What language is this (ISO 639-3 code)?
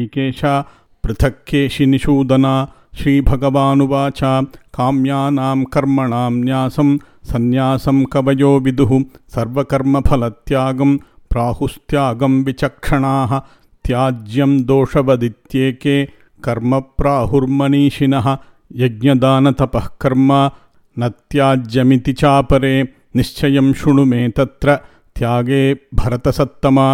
san